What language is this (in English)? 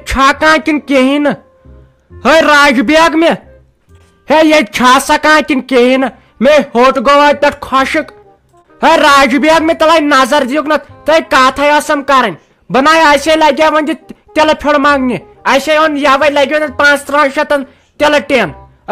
Kashmiri